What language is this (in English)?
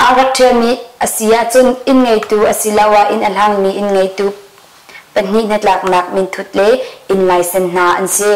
Hakha Chin